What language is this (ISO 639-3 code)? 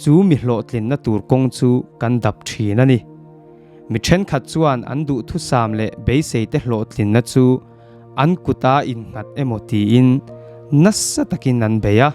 lus